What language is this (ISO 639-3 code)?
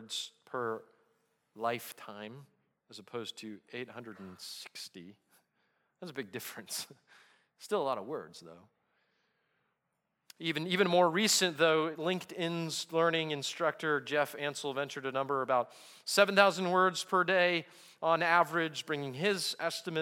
eng